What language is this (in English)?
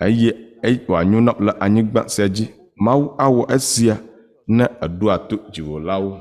Ewe